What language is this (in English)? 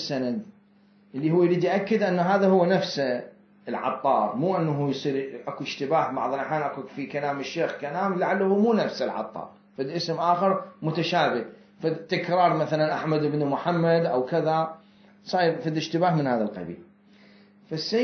Mesopotamian Arabic